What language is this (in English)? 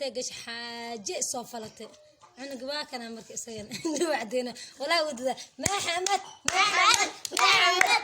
Somali